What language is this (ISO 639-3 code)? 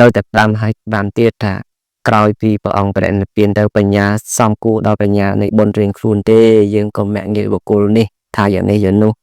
khm